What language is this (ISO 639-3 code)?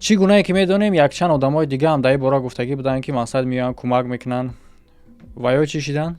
tgk